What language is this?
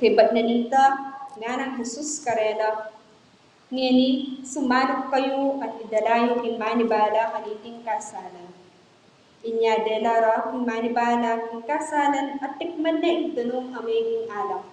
Pampanga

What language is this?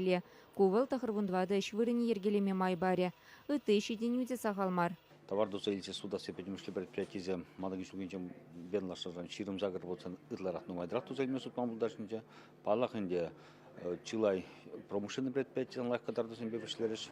Chuvash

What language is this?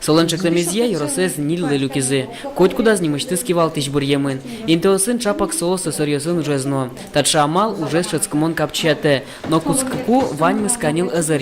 Udmurt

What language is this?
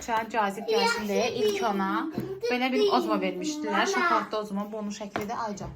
Azerbaijani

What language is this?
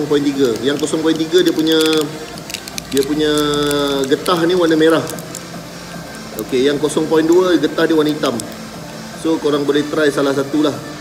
Malay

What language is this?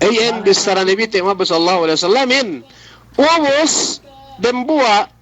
Yakan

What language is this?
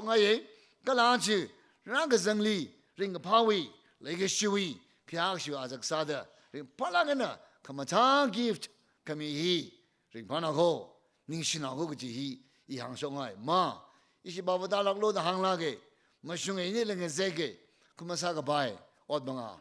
Tangkhul Naga (India)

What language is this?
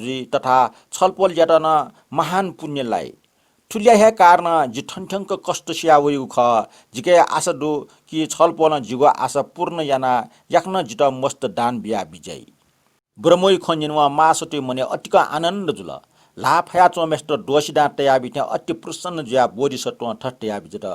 Newari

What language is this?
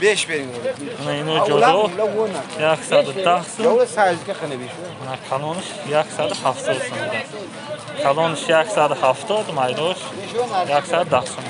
Tajik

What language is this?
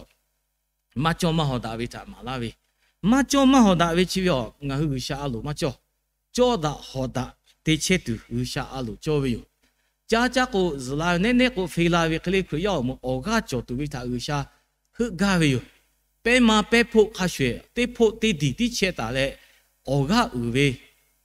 Lahu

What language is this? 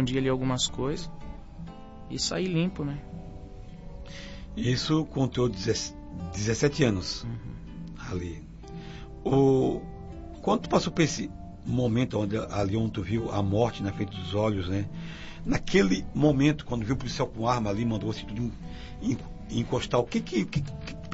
Portuguese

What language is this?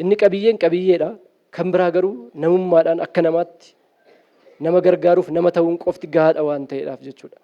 Oromo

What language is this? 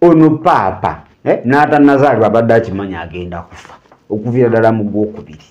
Ganda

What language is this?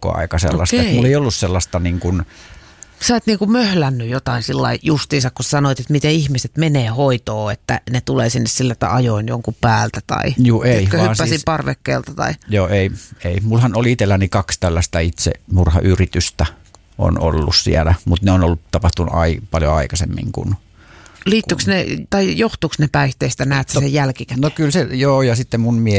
Finnish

